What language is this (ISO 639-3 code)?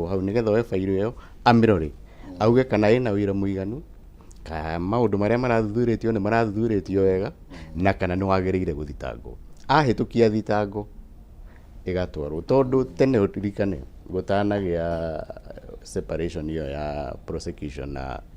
kik